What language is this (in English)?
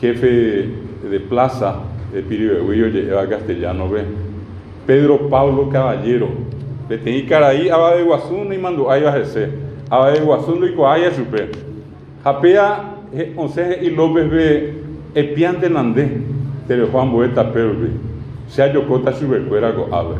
Guarani